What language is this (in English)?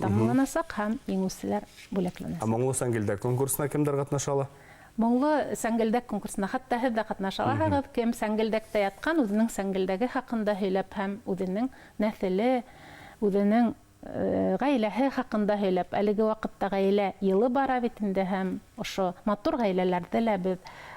Bashkir